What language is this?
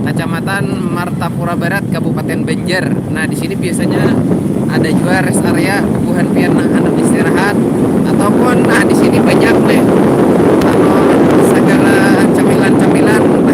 Banjar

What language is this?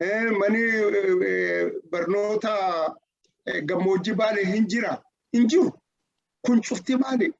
Oromo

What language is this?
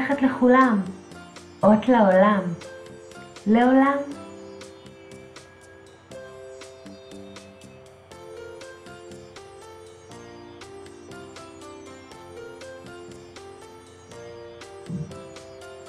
Hebrew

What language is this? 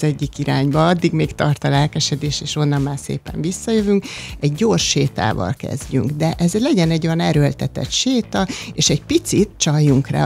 Hungarian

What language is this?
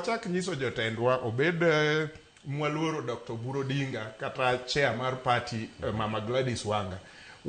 Luo (Kenya and Tanzania)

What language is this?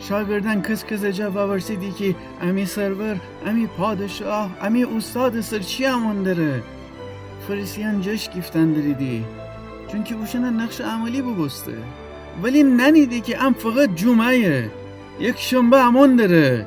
Gilaki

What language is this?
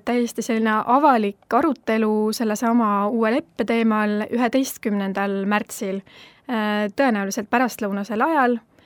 Estonian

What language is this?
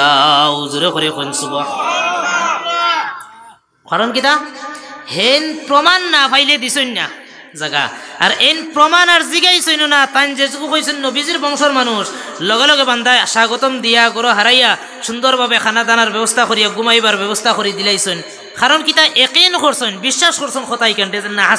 Sylheti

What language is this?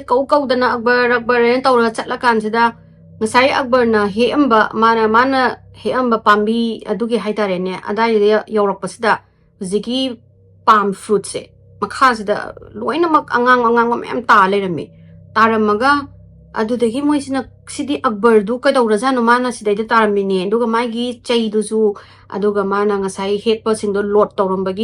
Manipuri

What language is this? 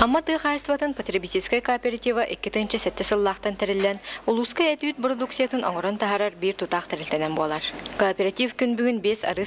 Yakut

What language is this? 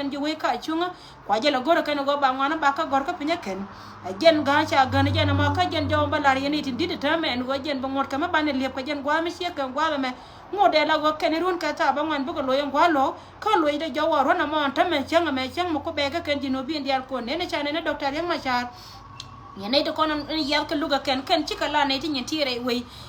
Nuer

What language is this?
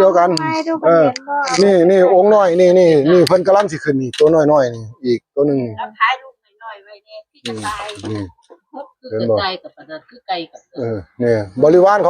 Northeastern Thai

